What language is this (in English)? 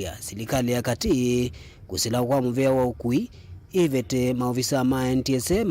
Kamba